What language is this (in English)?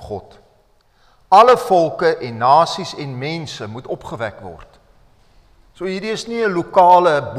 Afrikaans